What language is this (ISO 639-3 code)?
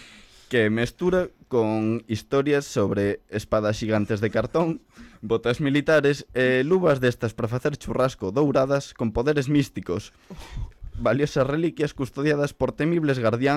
glg